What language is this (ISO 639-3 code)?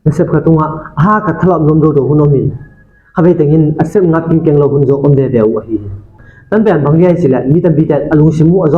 ctd